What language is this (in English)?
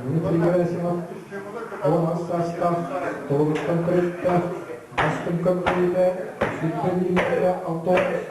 Yakut